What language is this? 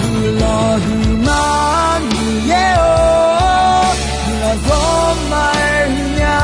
Akha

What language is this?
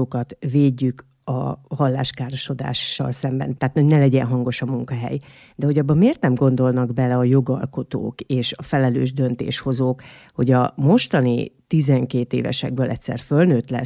Hungarian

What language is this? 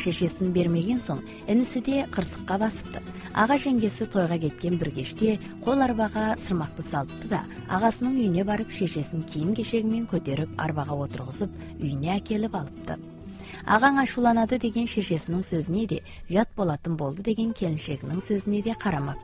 Kazakh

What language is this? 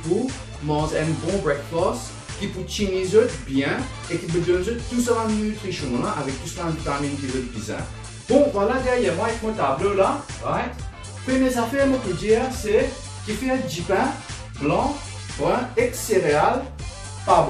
Morisyen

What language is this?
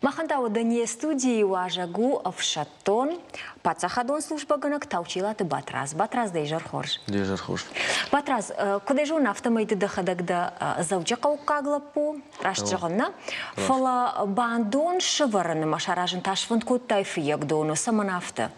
Ossetic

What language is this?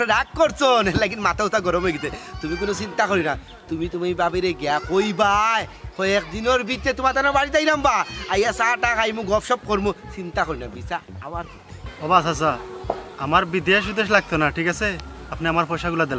Sylheti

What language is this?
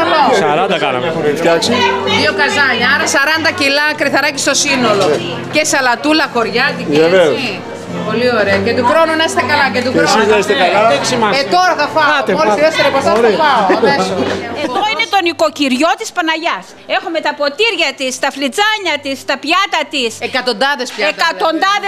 Greek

